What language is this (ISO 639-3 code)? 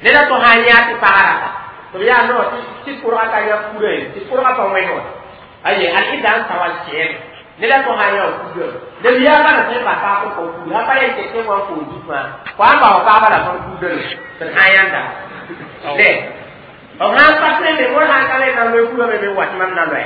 mos